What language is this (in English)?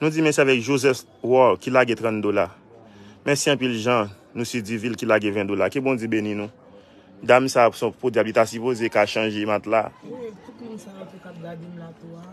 Haitian Creole